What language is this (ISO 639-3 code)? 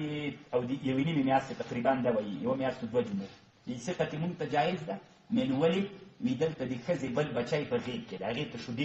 pus